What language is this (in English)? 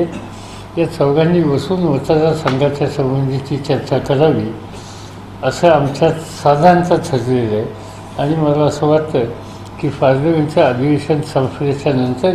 Marathi